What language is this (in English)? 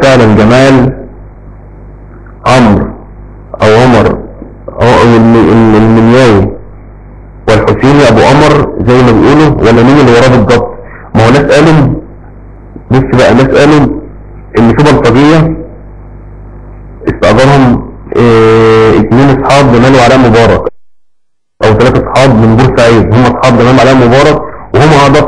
Egyptian Arabic